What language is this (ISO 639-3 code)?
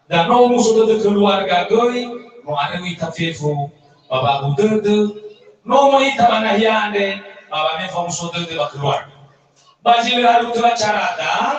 nia